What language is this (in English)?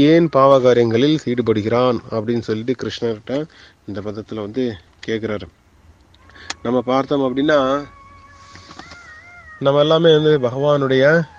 Tamil